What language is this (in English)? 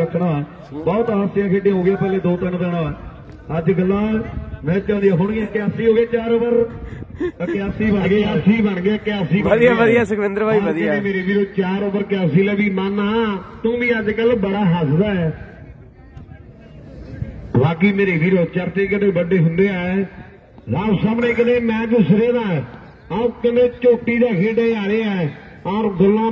Punjabi